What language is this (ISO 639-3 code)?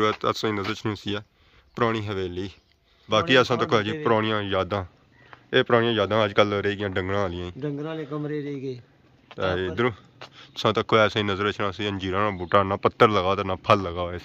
phr